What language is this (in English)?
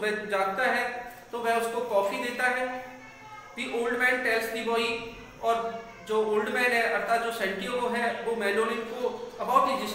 Hindi